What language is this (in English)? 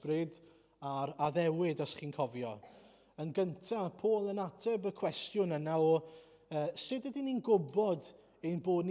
Welsh